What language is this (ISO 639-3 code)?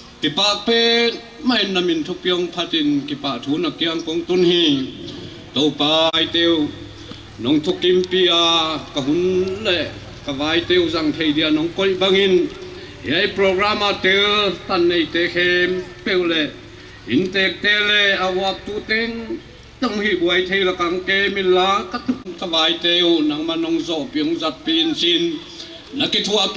pck